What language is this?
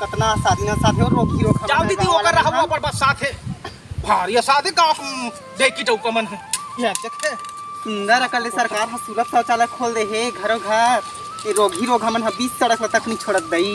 Chhattisgarhi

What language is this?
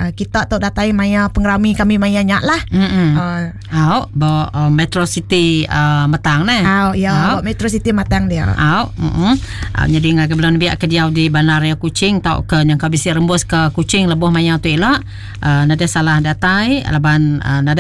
Iban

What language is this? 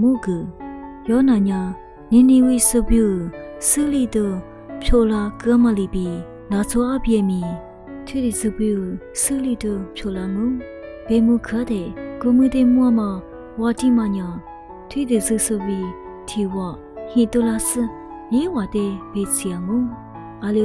Lisu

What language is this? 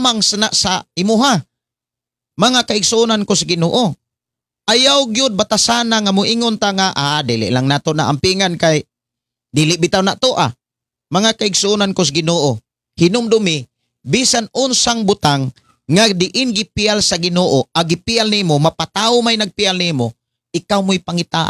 Cebuano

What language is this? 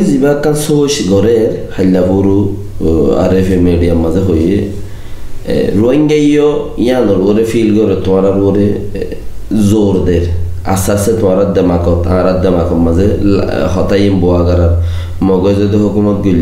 Rohingya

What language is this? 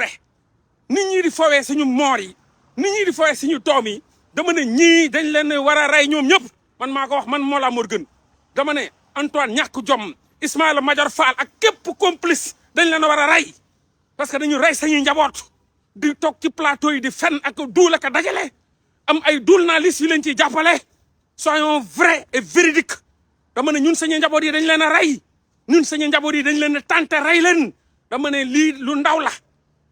Wolof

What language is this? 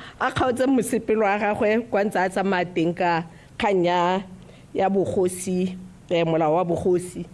Tswana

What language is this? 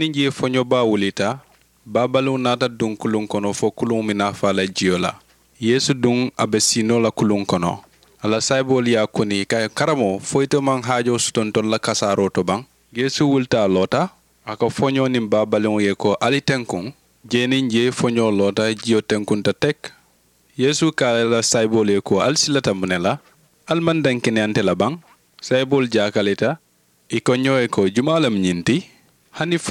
Mandingo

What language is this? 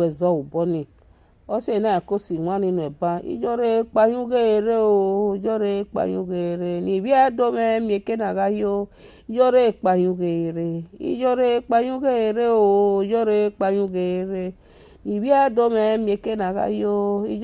Nigerian Pidgin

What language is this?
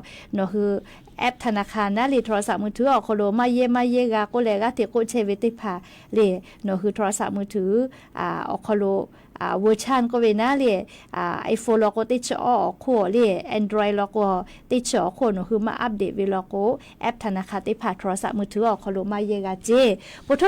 Lahu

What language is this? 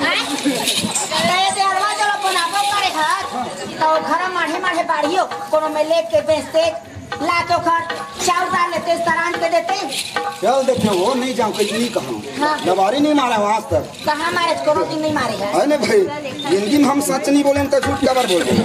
Chhattisgarhi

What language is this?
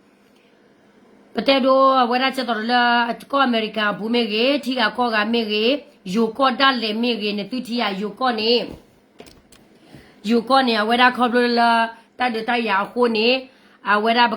S'gaw Karen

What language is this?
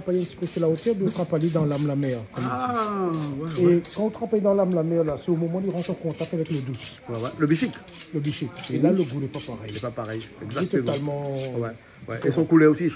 Réunion Creole French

